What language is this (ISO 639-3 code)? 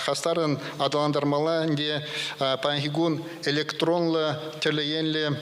chv